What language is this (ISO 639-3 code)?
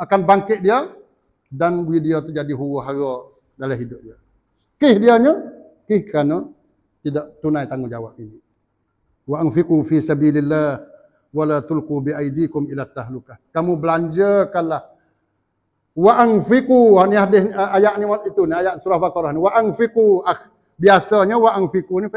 msa